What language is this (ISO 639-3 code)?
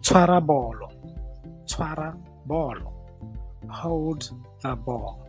tsn